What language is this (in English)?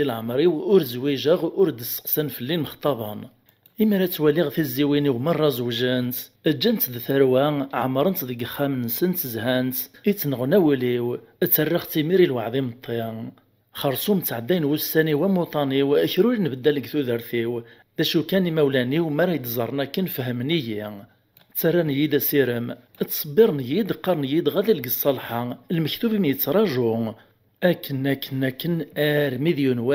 Kabyle